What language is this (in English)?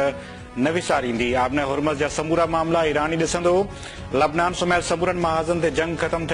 Sindhi